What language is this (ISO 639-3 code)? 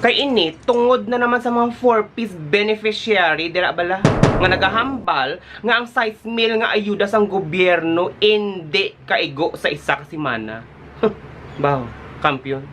hil